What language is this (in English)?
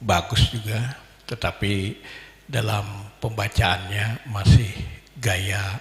Banjar